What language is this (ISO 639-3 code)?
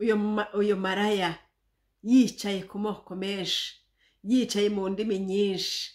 run